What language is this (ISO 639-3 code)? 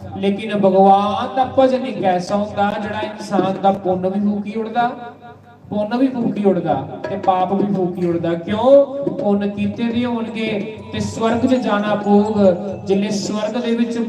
doi